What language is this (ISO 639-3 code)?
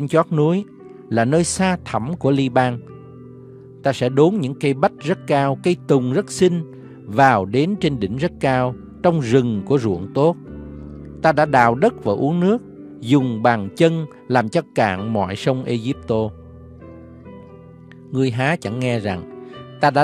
vie